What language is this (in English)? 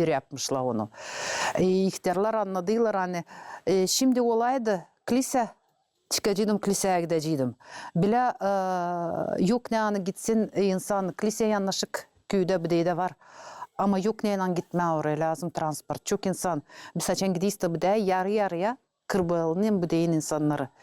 Gagauz